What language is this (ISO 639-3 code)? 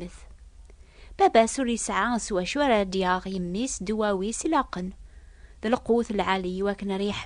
kab